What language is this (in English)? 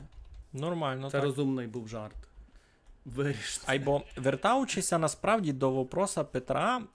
Rusyn